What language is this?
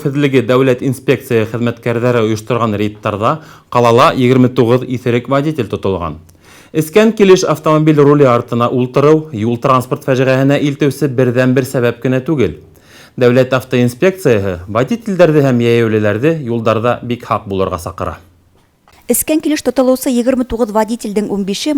Bashkir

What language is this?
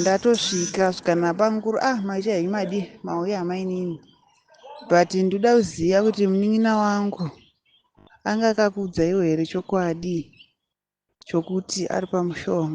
Shona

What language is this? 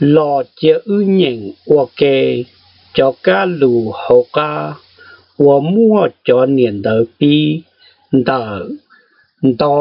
Hmong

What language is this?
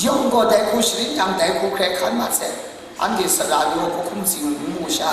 Kachin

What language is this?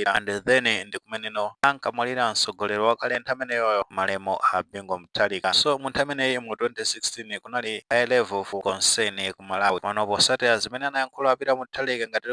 Nyanja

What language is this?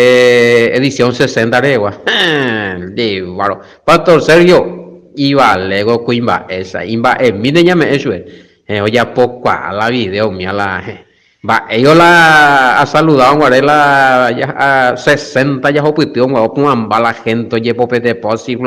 Guarani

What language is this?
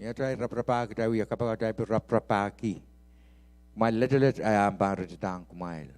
Pohnpeian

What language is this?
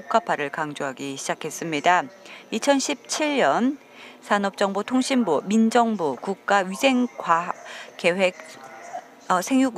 Korean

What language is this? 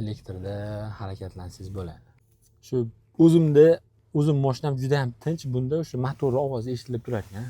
Uzbek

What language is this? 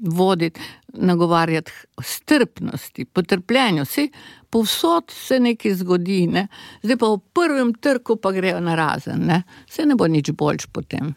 Slovenian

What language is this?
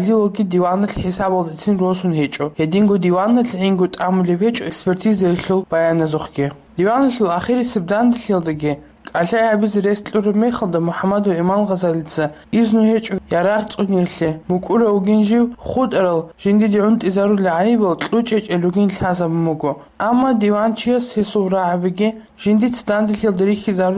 Avaric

